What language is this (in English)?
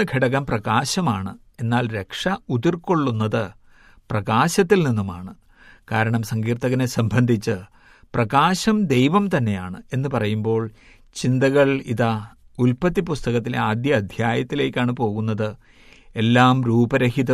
Malayalam